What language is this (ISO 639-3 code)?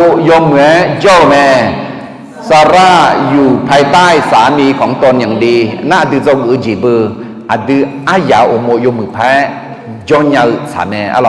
ahk